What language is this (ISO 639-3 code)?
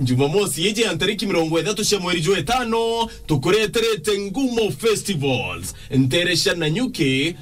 mer